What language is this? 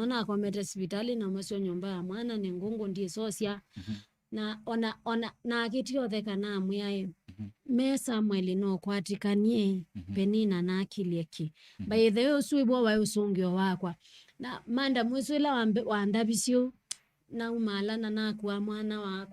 Kamba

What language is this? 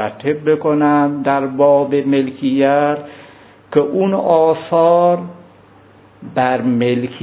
Persian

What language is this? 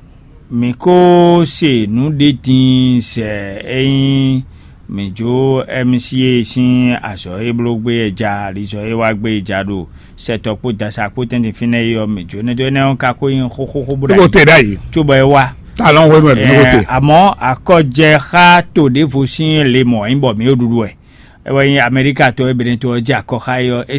Fon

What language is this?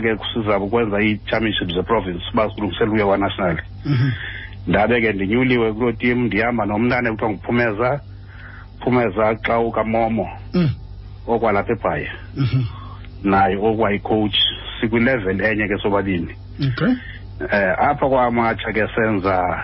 Xhosa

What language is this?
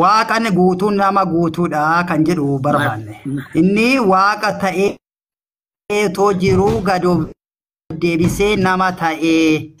Oromo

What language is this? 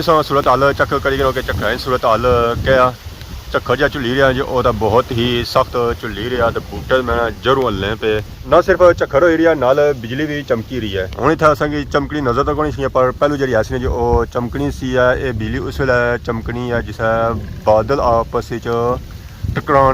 Pahari-Potwari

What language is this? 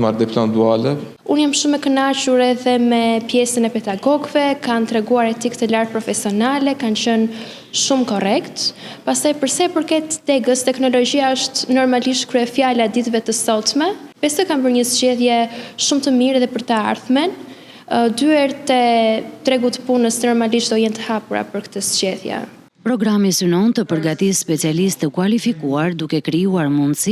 Albanian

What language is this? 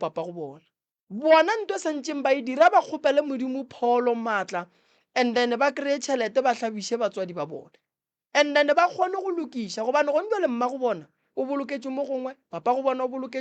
Northern Sotho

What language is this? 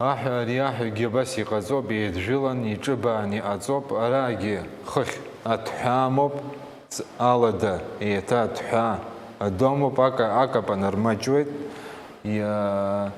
Abkhazian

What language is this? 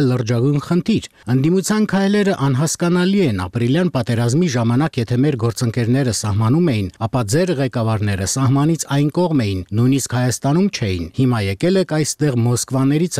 Armenian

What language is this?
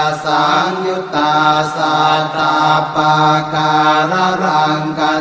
Pali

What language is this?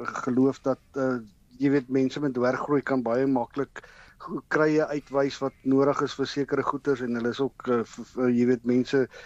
Afrikaans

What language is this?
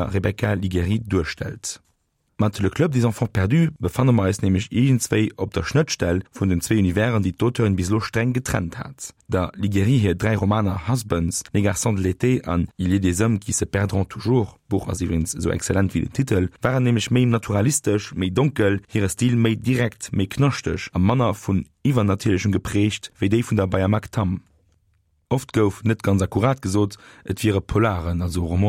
Luxembourgish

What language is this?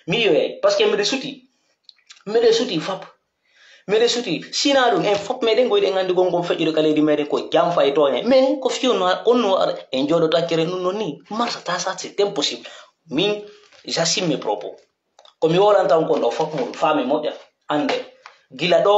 Pular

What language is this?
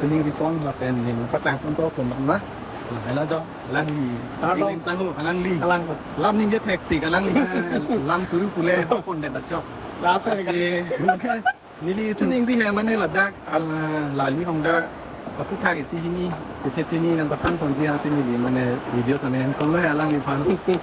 Karbi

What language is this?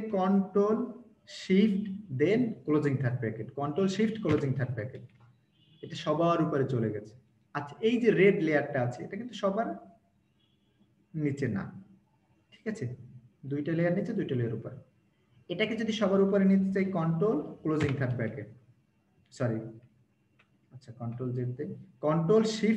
Bangla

